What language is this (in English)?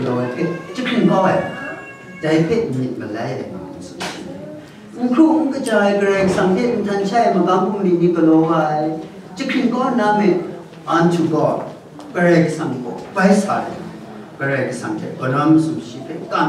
Kachin